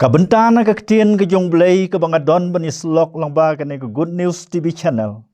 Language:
Khasi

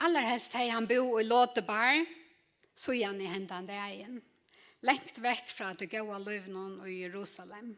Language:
Faroese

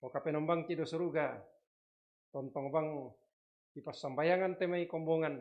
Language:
Toraja-Sa'dan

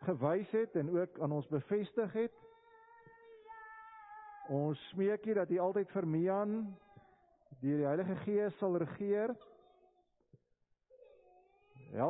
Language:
Afrikaans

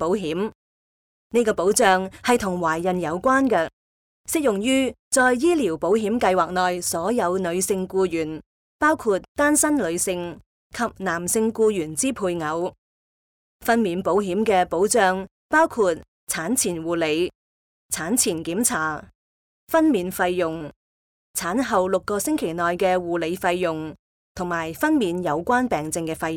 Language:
Cantonese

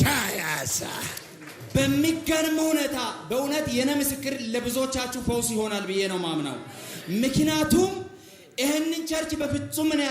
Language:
Amharic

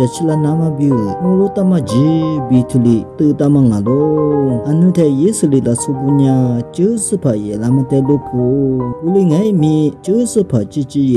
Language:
Lisu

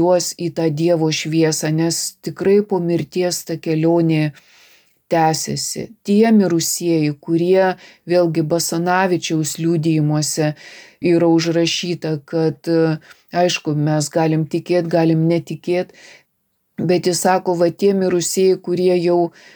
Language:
Lithuanian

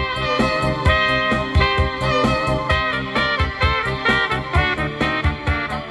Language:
Konkani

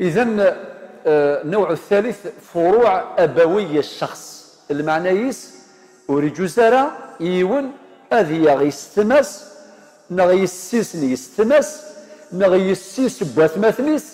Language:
Algerian Arabic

